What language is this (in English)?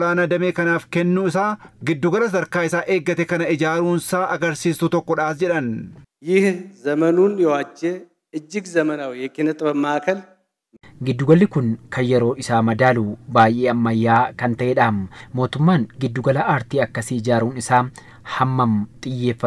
Oromo